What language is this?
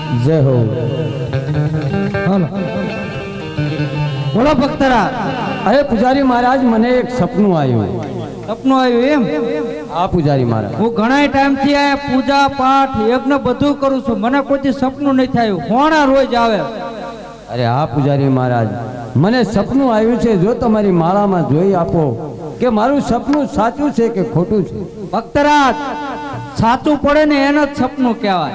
Gujarati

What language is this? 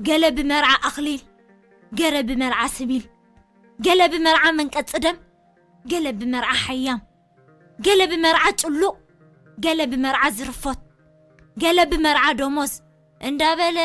Tigrinya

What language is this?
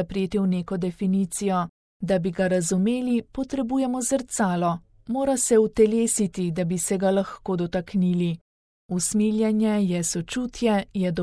Slovenian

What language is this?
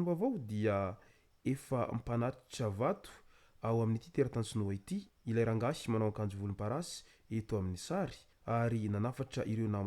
Malagasy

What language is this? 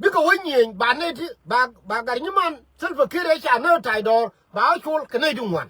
Nuer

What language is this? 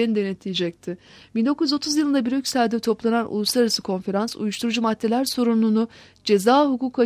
Turkish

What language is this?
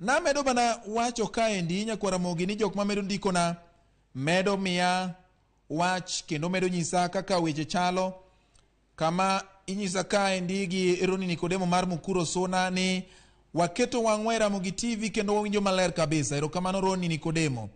Luo (Kenya and Tanzania)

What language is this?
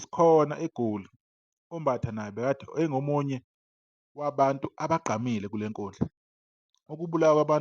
Zulu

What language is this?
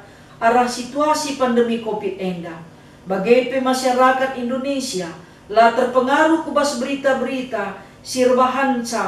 Batak Karo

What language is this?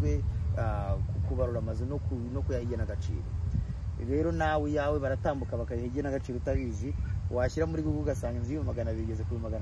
Kinyarwanda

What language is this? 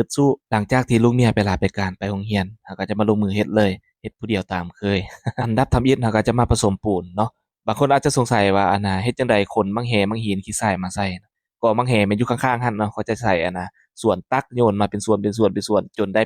Lao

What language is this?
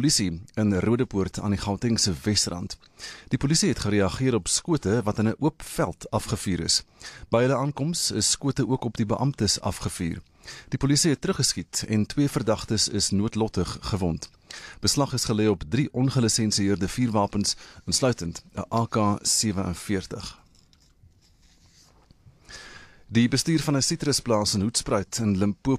Afrikaans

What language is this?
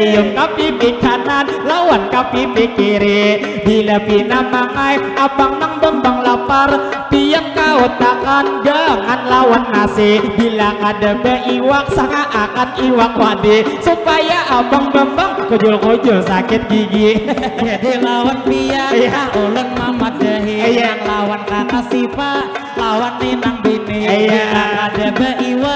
Banjar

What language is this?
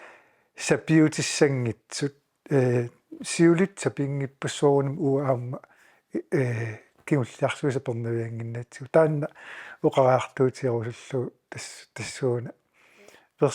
Kalaallisut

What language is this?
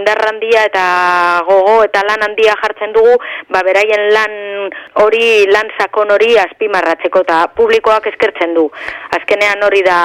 Basque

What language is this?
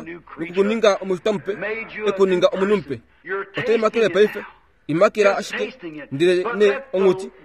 Kuanyama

